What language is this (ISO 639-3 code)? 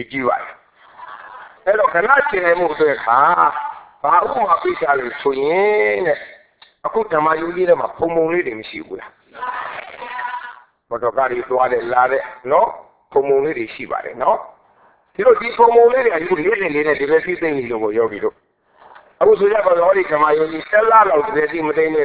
mya